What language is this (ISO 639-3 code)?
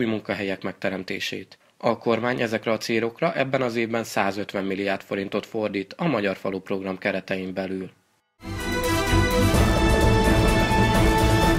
hun